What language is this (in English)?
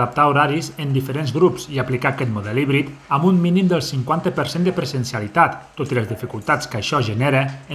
Catalan